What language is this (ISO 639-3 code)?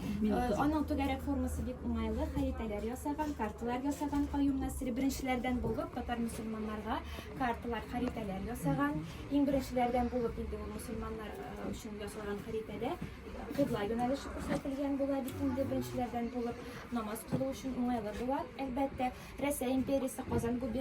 tat